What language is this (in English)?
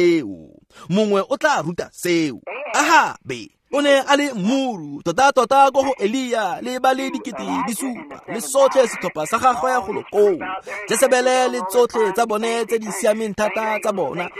Tswana